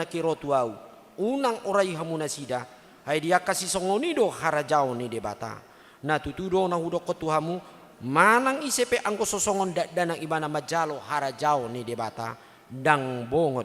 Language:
Batak Toba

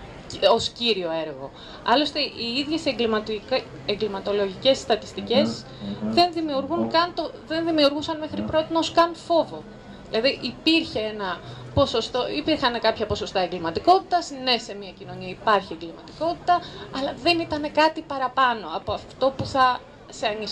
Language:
Greek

